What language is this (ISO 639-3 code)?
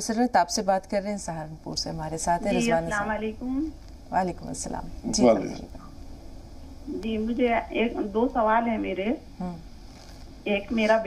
urd